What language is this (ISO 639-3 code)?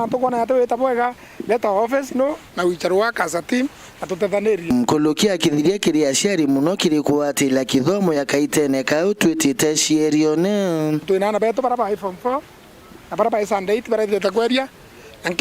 mer